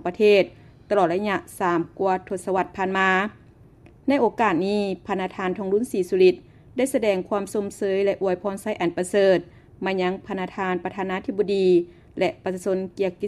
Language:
Lao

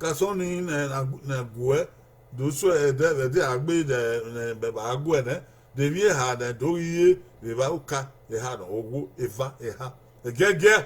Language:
Bini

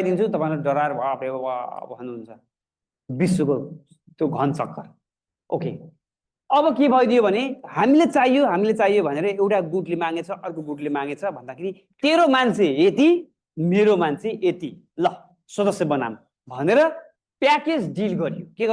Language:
Nepali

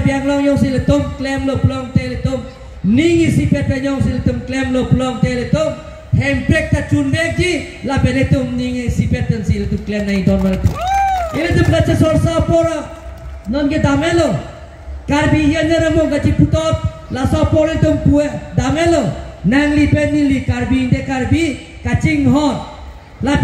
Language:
Karbi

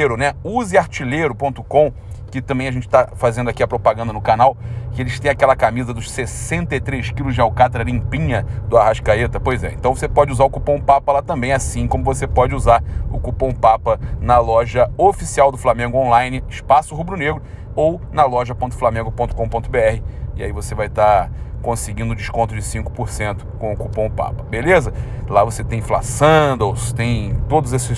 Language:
Portuguese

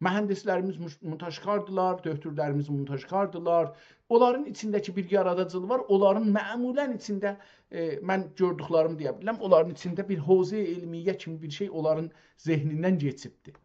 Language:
South Azerbaijani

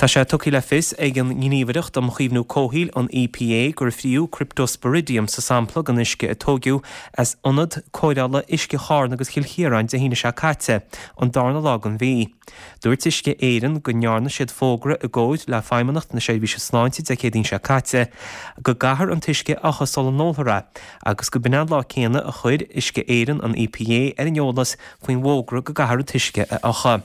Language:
Irish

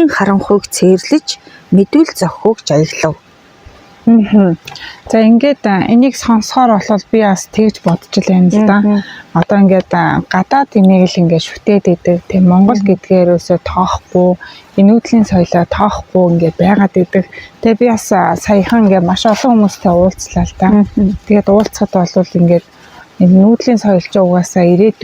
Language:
Mongolian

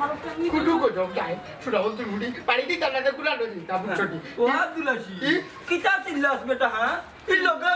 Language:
Sylheti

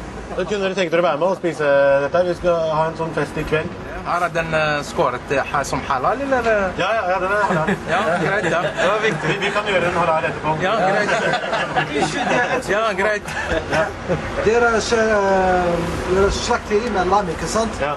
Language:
Norwegian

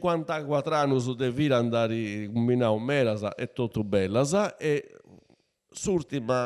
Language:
Sardinian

